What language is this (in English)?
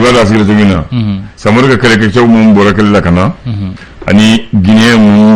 Bambara